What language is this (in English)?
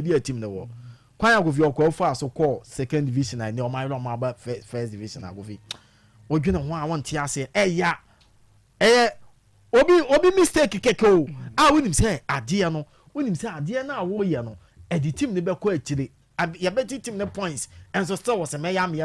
Akan